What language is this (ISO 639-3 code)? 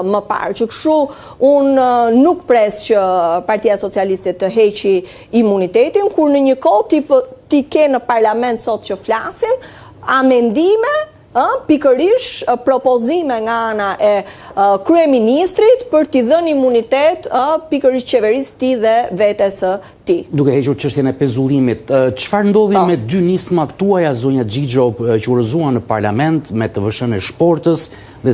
sqi